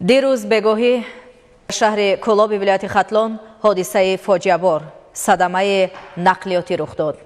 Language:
Tajik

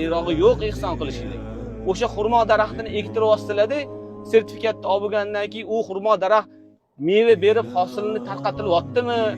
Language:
Uzbek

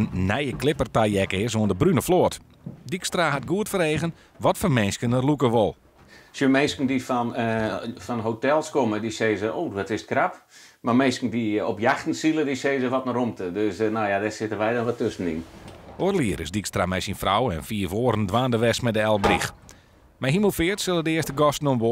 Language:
Western Frisian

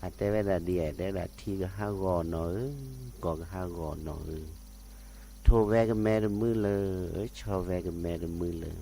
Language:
S'gaw Karen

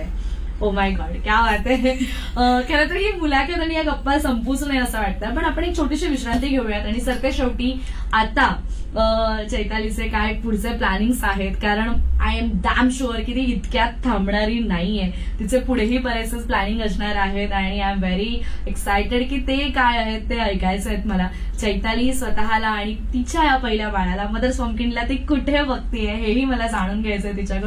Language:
Marathi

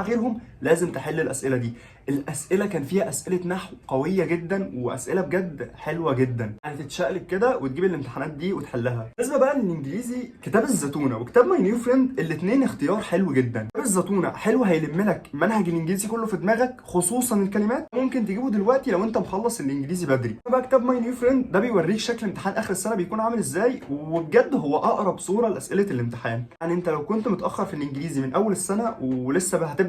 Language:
Egyptian Arabic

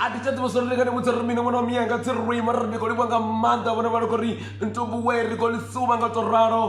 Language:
Venda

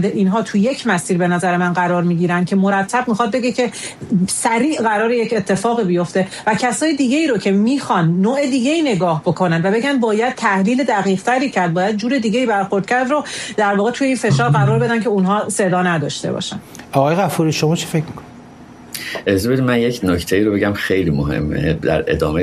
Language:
Persian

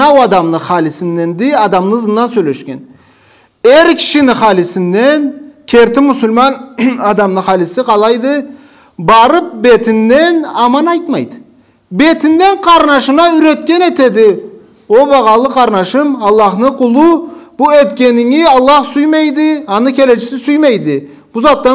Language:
Karachay-Balkar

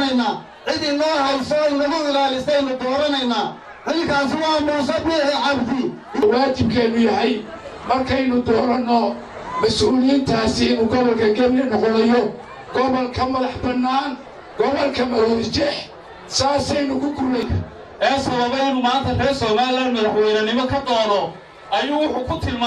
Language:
Somali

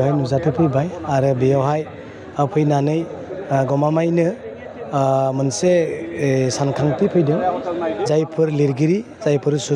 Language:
Bodo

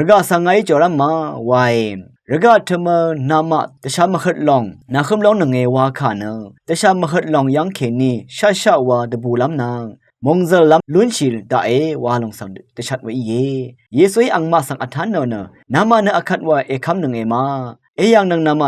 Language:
Rawang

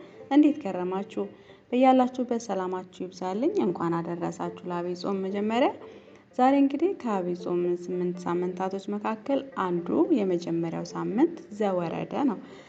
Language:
Amharic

